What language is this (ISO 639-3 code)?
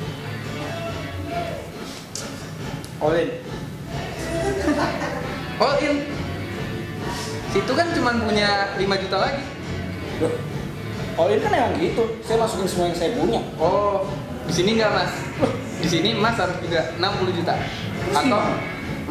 ind